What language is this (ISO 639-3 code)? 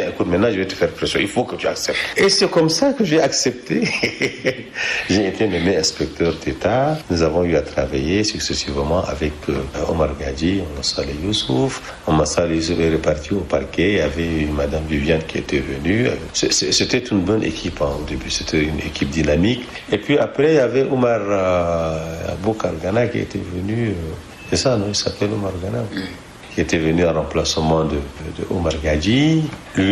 fra